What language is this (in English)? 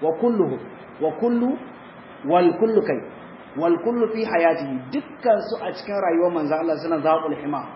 Hausa